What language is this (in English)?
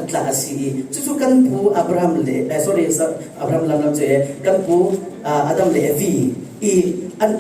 Falam Chin